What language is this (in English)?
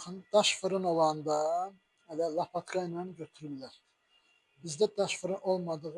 Azerbaijani